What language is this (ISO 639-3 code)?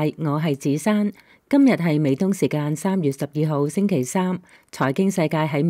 yue